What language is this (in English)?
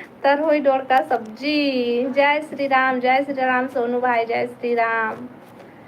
Chhattisgarhi